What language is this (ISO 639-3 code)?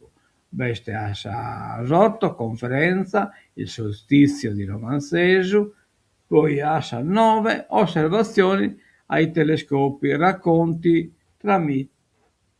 srd